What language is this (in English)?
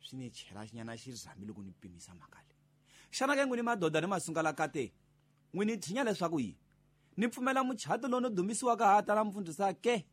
Tsonga